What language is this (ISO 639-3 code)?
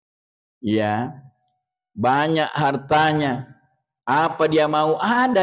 bug